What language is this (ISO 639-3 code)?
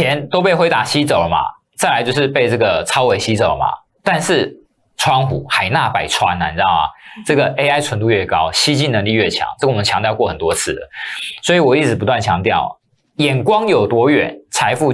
zho